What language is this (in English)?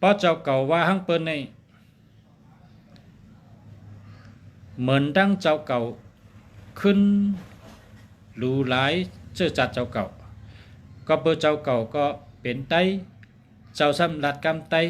Shan